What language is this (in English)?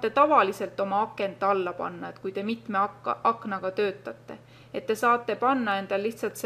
Estonian